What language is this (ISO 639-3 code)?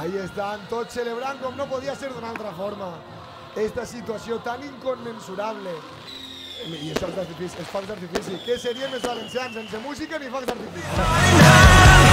cat